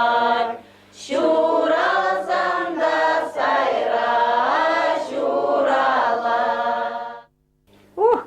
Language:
Chuvash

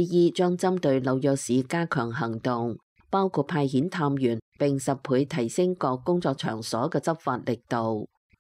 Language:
Cantonese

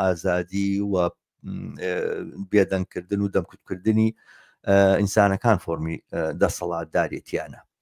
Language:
Central Kurdish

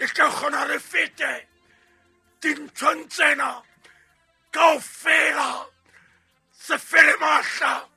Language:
Southern Sotho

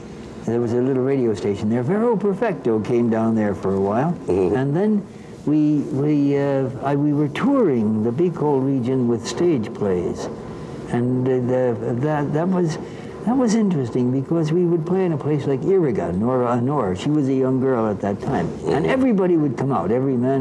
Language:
English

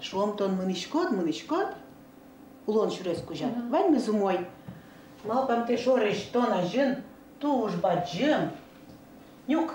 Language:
Udmurt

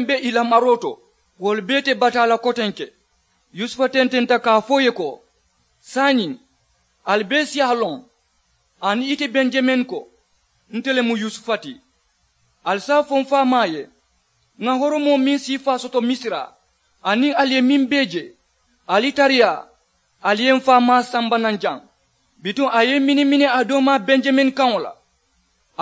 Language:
Mandingo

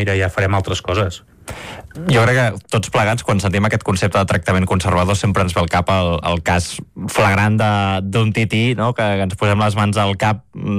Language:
Catalan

